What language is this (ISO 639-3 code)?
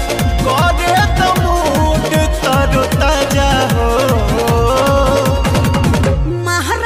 bho